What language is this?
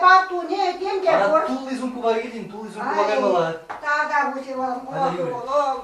Chuvash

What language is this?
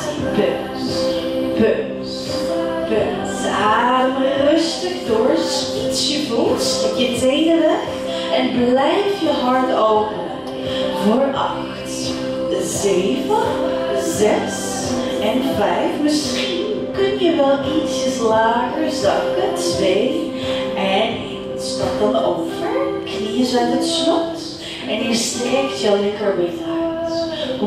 Dutch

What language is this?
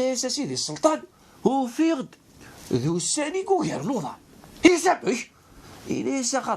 Kabyle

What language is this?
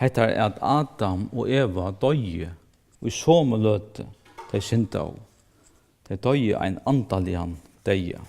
Faroese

